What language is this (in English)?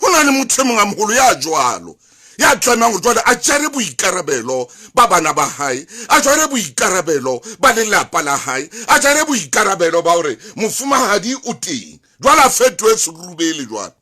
Southern Sotho